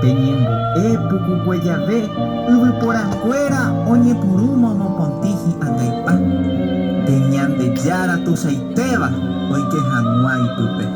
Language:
Guarani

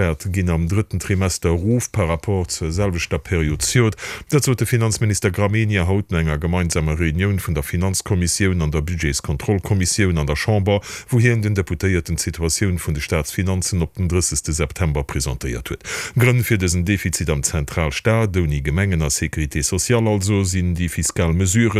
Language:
Luxembourgish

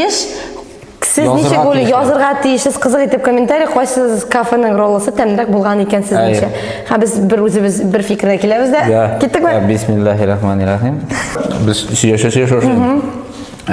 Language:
Tatar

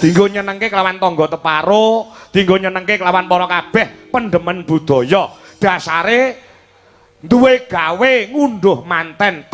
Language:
Javanese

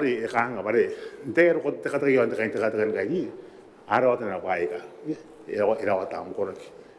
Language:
Gilbertese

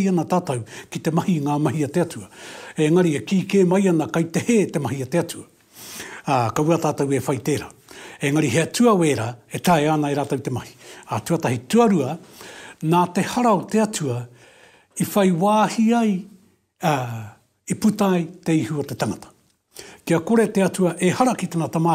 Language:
Māori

